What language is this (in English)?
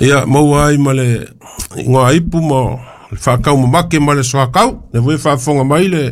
Samoan